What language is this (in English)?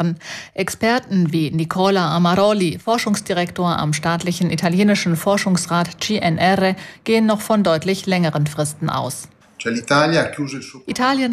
German